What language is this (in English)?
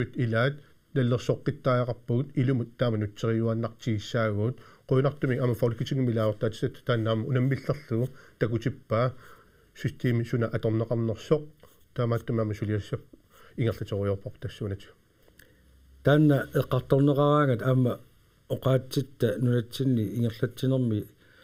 Kalaallisut